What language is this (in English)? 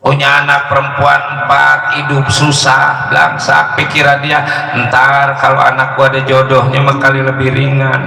Betawi